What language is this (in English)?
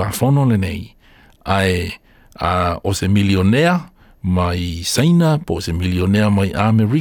Samoan